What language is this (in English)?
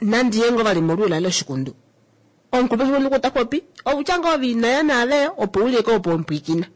Kuanyama